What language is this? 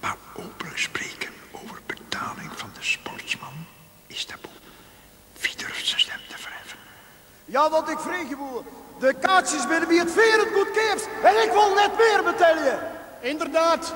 Western Frisian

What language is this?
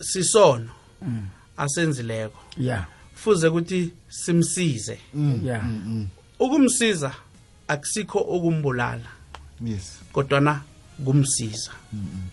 South Ndebele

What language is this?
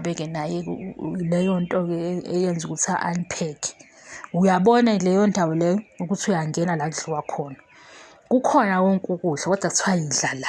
Zulu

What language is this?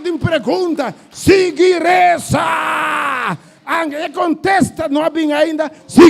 Papiamento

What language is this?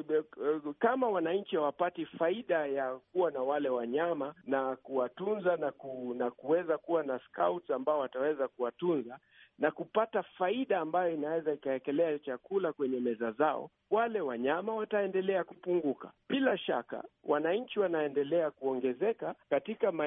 Swahili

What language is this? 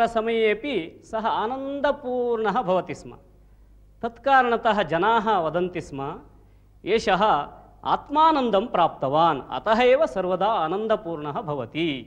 Sanskrit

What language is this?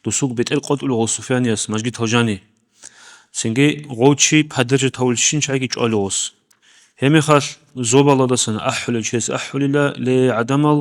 Avaric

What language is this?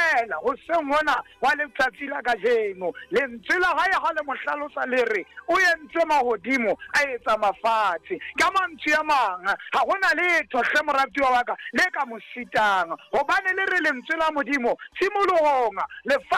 Southern Sotho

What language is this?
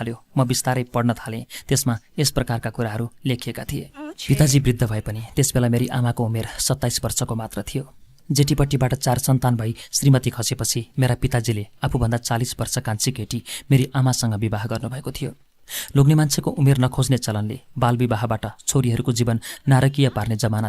Nepali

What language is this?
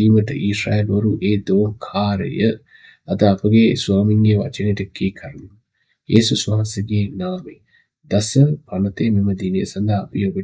Sinhala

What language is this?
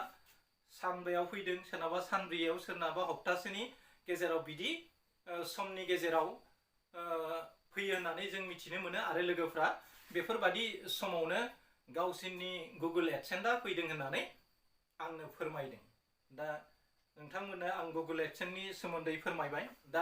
Bodo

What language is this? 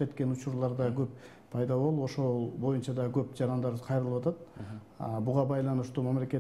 Kyrgyz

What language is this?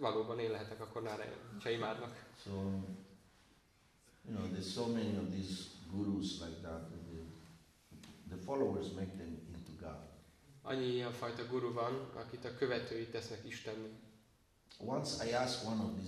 Hungarian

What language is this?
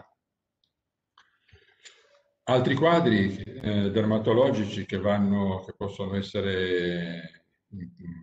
Italian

